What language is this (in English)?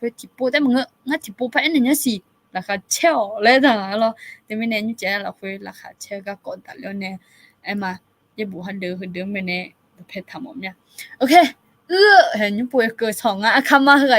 Akha